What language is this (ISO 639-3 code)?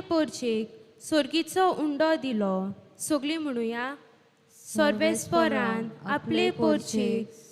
kok